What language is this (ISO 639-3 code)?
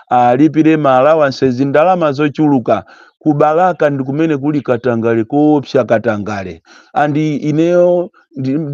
nya